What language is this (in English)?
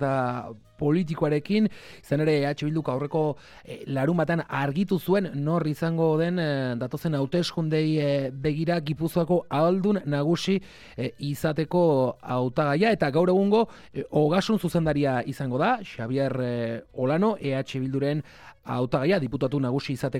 Basque